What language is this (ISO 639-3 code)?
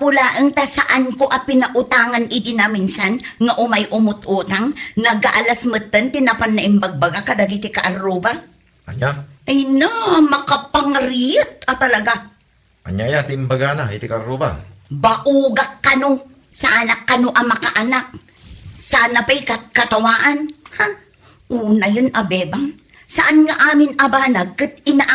ilo